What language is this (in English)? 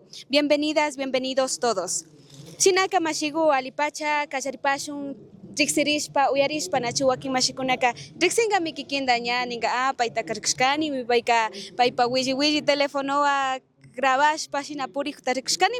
Chimborazo Highland Quichua